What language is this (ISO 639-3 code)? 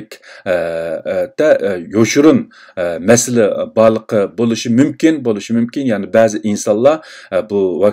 uig